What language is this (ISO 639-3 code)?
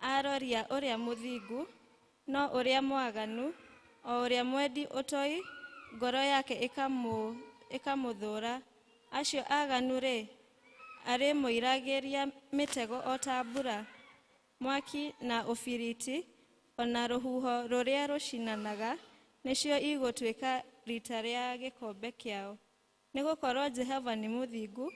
kik